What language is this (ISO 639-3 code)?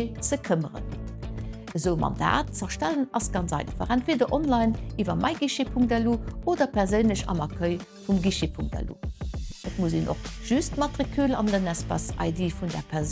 ltz